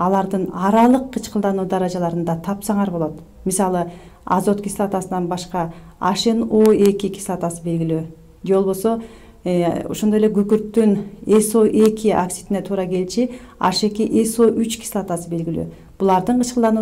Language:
Kyrgyz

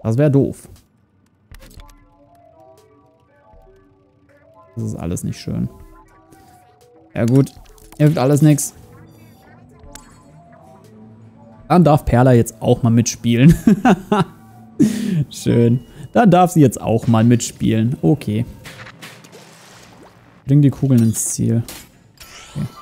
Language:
German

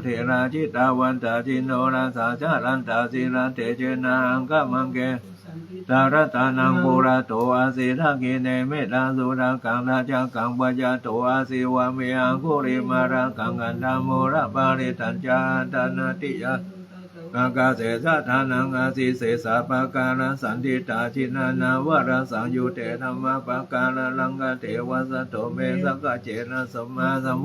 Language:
Pali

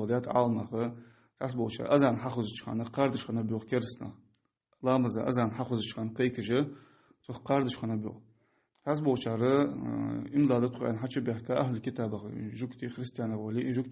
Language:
Ingush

